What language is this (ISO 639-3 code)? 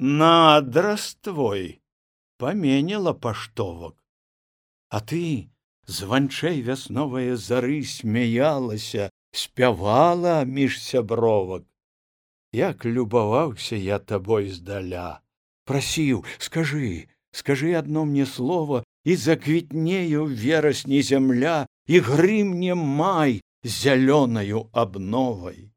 bel